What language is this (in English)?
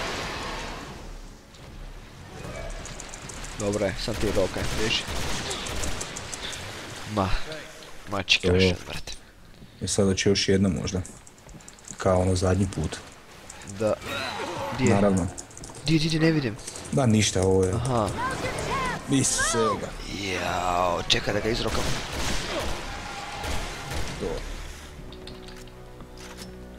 Croatian